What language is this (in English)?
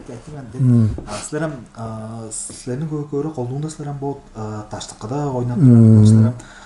Tuvinian